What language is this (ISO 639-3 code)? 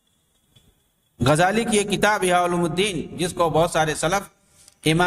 urd